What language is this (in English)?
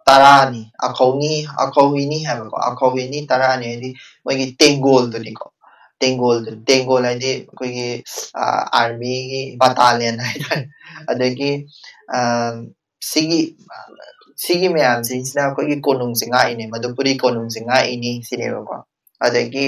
Manipuri